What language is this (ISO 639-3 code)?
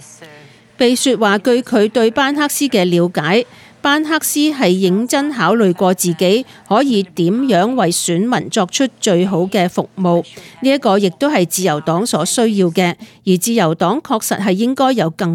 yue